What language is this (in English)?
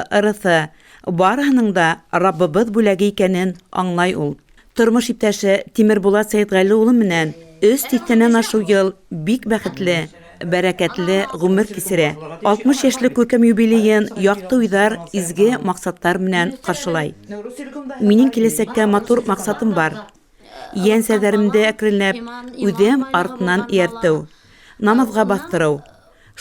Bashkir